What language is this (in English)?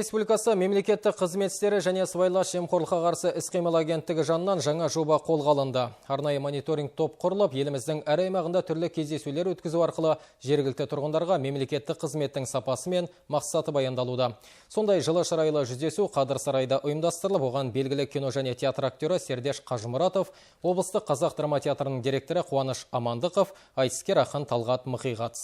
Kazakh